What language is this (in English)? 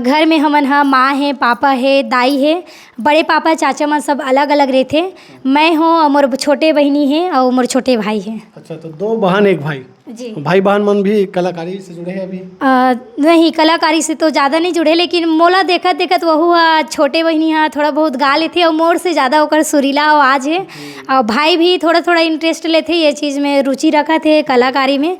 Chhattisgarhi